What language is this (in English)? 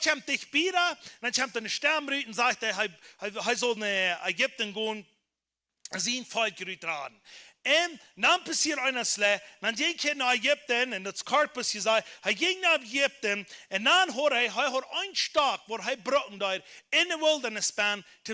Plautdietsch